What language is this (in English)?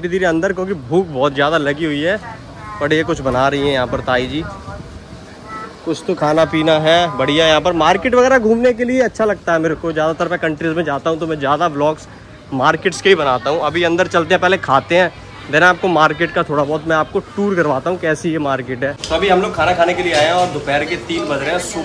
Hindi